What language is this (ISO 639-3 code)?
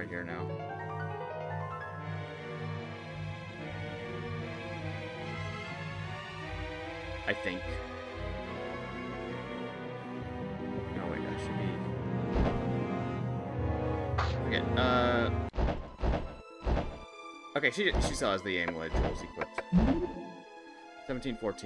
eng